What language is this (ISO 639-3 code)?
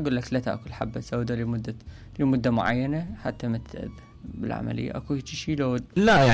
acm